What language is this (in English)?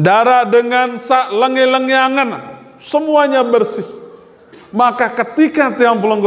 Sasak